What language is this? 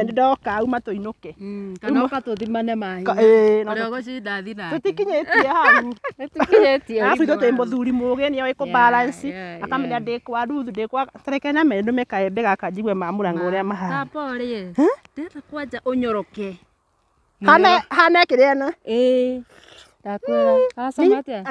Kikuyu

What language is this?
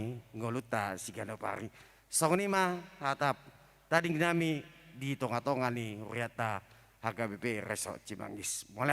Batak Toba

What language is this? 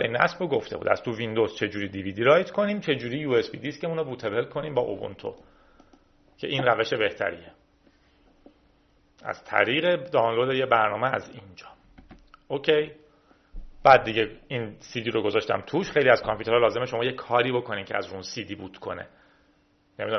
Persian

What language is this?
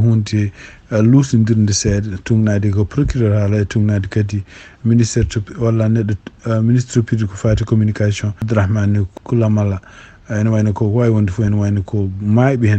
Fula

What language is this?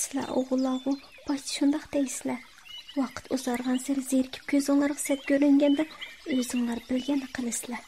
Uyghur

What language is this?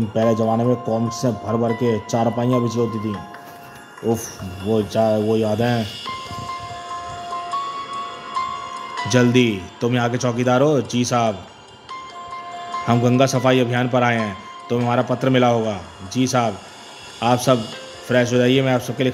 Hindi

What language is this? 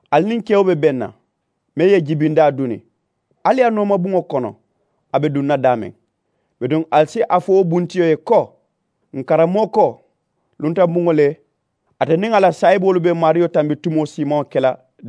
Mandingo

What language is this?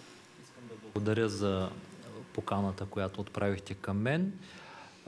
Bulgarian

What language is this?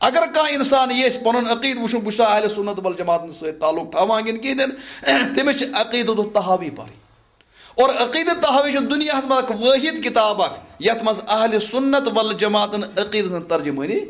Kashmiri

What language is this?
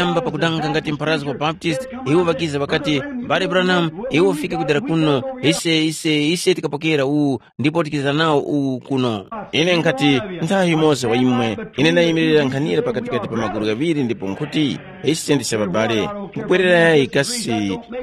Tumbuka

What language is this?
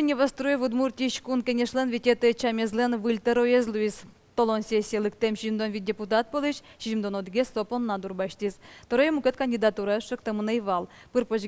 Udmurt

